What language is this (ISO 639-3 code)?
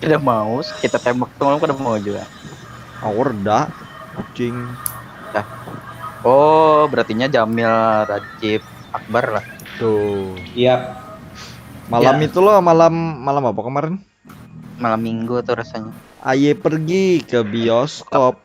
bjn